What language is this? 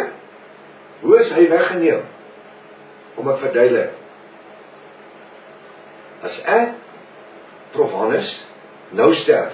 Afrikaans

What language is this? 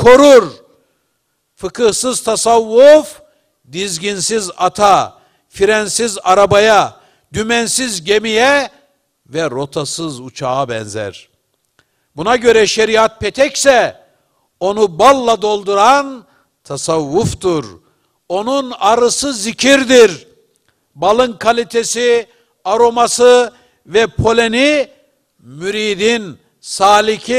Turkish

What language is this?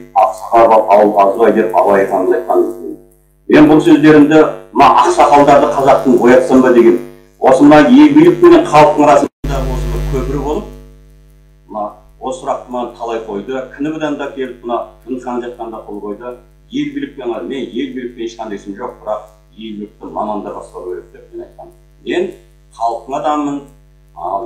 Kazakh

